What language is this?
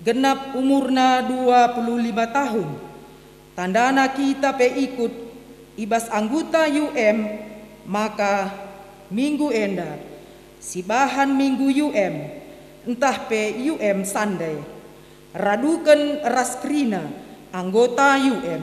Batak Karo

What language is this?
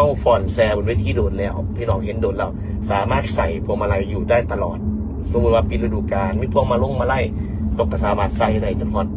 Northeastern Thai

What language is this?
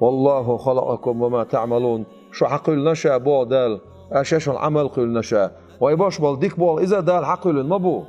Chechen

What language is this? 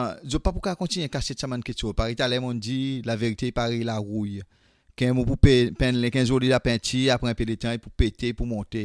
Seselwa Creole French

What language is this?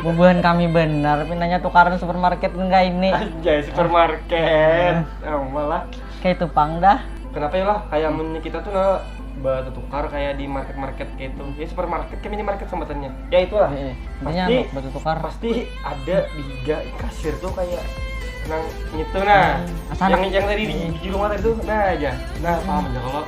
Banjar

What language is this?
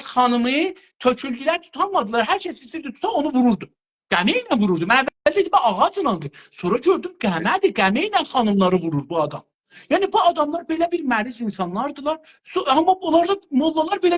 South Azerbaijani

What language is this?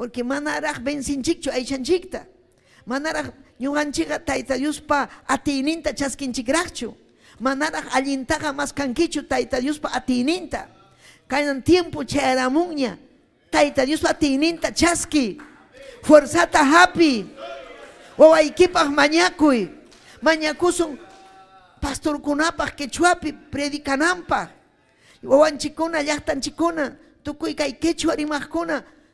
Ayacucho Quechua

